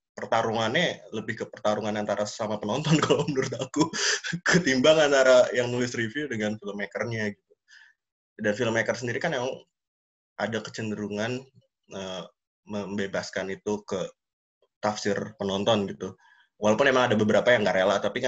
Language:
Indonesian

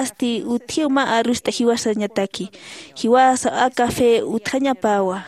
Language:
Aymara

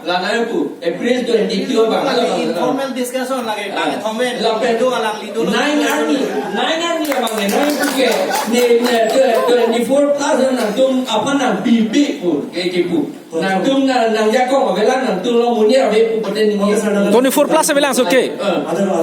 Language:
Karbi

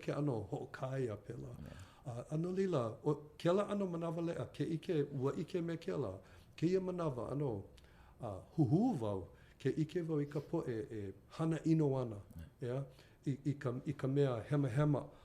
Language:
Hawaiian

